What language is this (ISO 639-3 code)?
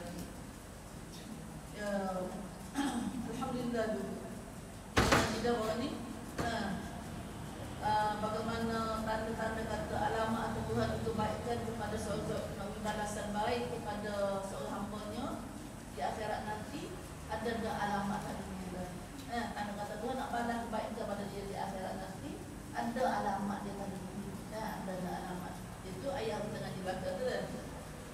msa